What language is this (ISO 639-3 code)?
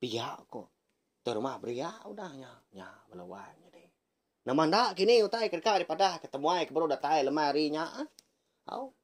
iba